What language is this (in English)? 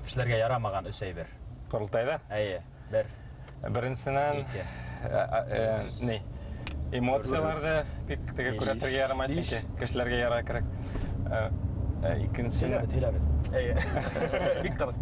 Bashkir